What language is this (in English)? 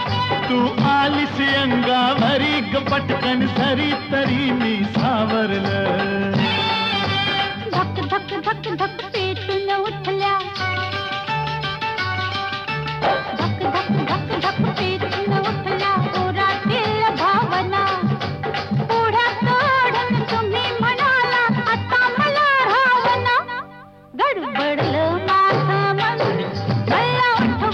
Marathi